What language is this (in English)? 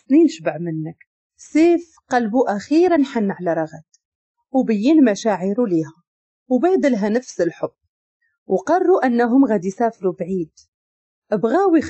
Moroccan Arabic